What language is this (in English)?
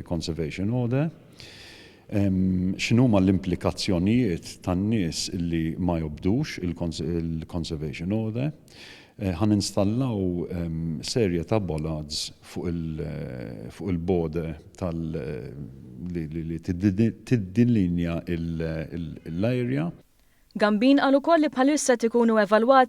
Maltese